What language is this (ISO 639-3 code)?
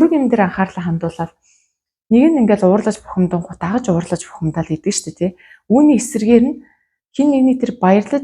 mon